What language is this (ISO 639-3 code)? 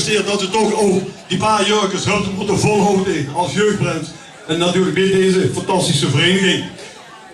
lim